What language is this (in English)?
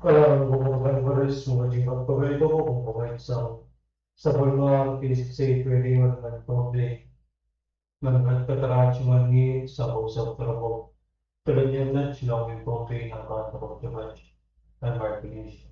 Pohnpeian